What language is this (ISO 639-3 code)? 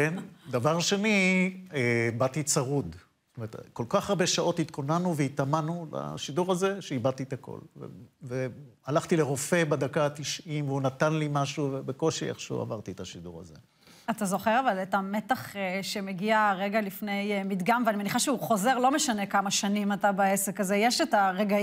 heb